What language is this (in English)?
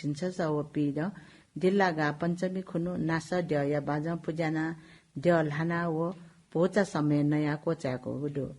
Newari